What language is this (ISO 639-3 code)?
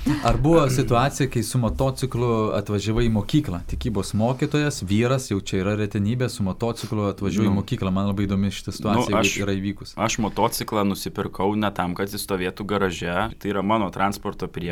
lit